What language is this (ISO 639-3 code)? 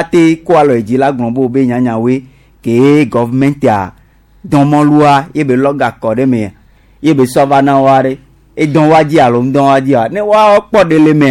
gej